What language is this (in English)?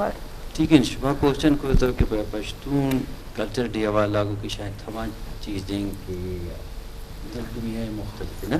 Eastern Balochi